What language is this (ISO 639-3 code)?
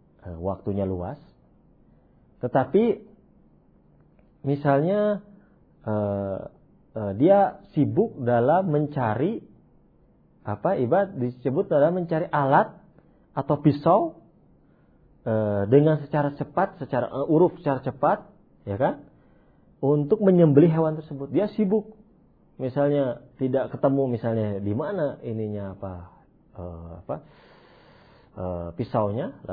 ind